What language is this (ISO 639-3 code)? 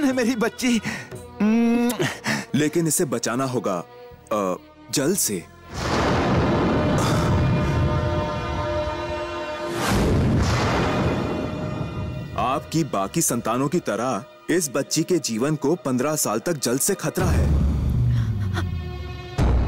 hin